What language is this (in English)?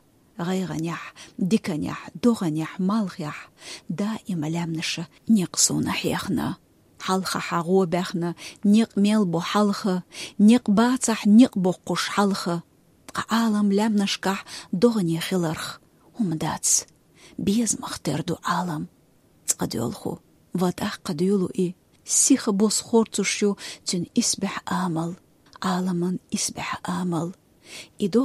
Chechen